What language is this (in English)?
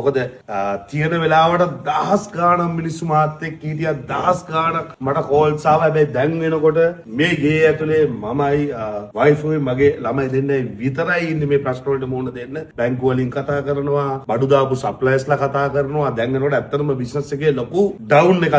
Sinhala